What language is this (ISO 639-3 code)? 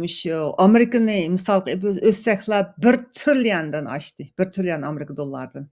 uig